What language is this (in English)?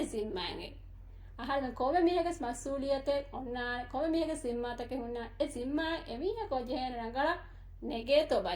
Divehi